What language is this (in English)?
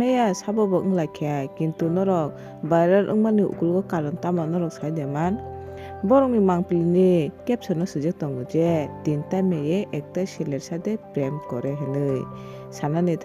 Kok Borok